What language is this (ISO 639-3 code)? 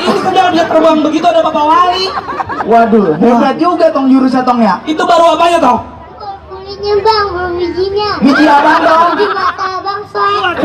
bew